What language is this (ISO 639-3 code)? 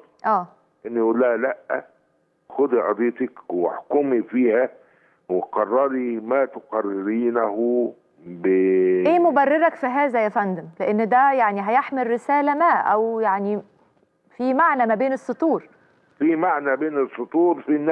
arz